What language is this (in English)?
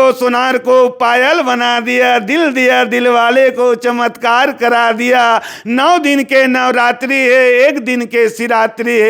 Chhattisgarhi